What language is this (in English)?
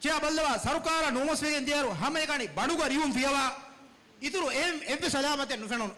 Divehi